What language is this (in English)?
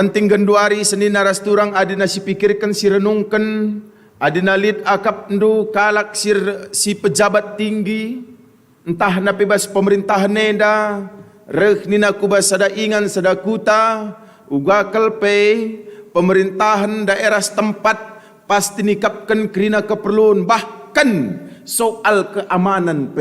Batak Karo